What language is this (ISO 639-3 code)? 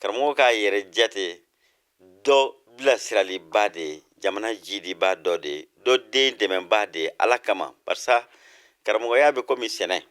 bam